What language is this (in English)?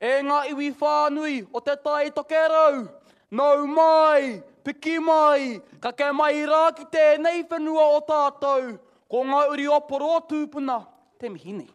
Māori